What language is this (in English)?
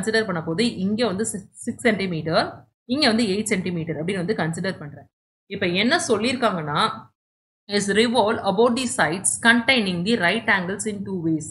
Tamil